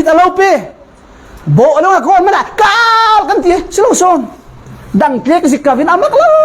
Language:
Falam Chin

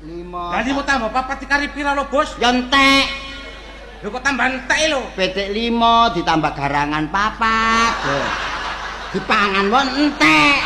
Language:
Javanese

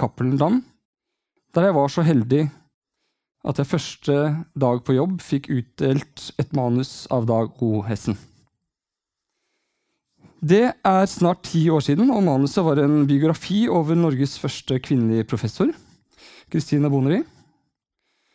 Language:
Norwegian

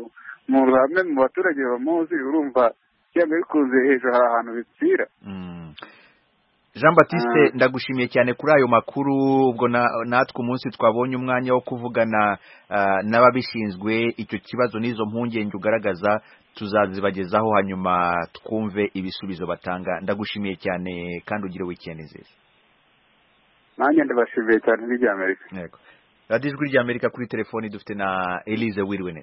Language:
Kinyarwanda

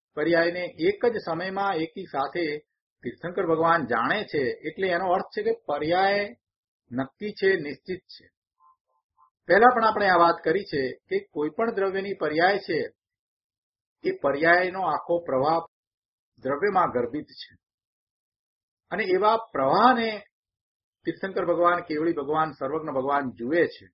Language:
Gujarati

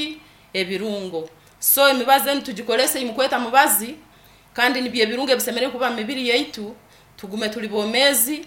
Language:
Nyankole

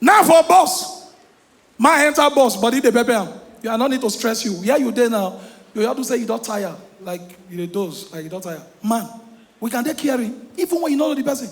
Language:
Nigerian Pidgin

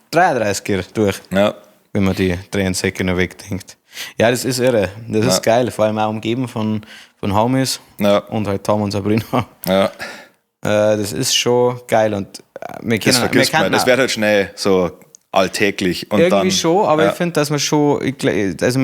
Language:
Bavarian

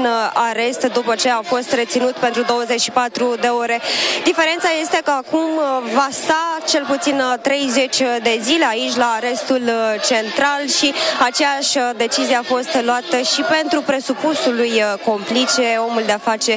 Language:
Romanian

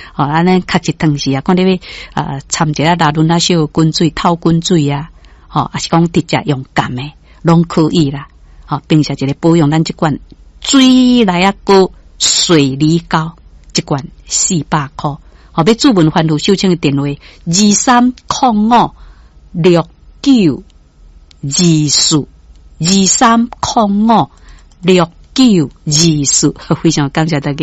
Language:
Min Nan Chinese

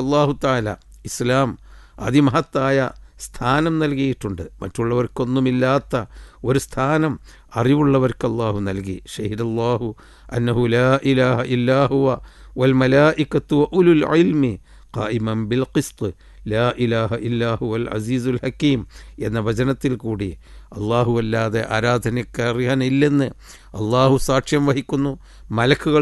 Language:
Malayalam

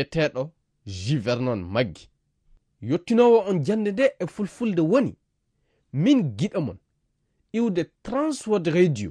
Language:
Fula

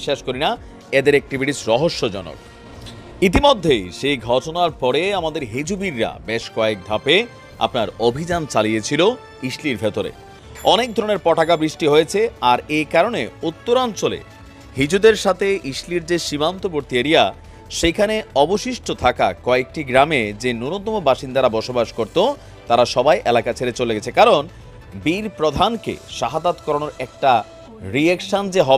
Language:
Bangla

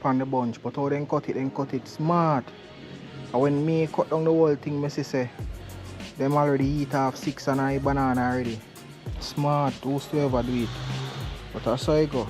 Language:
Jamaican Creole English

